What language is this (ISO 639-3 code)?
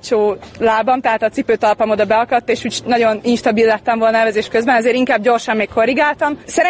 hun